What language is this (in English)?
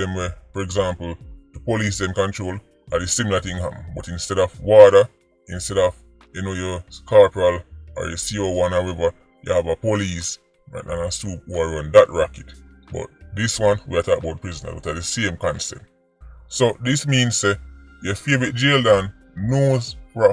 Jamaican Creole English